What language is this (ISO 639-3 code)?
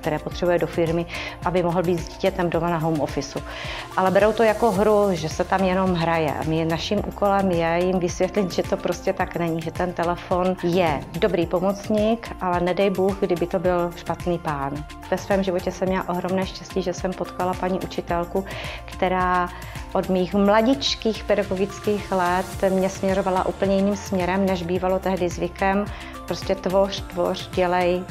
ces